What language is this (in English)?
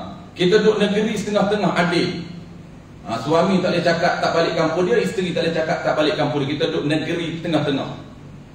Malay